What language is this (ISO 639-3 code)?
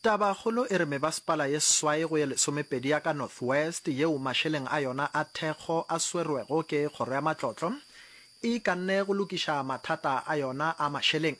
nso